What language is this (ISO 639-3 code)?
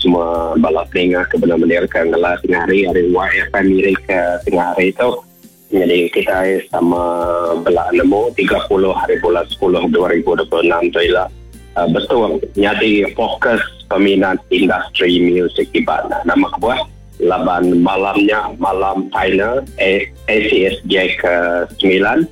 iba